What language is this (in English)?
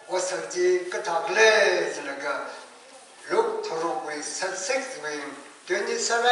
Tangkhul Naga (India)